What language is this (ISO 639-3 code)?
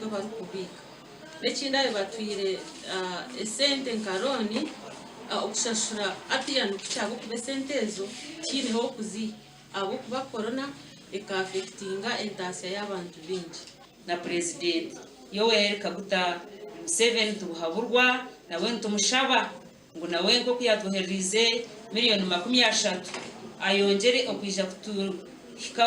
nyn